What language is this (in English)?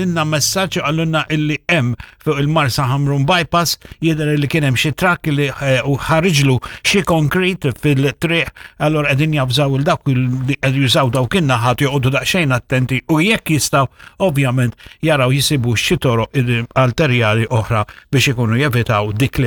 Maltese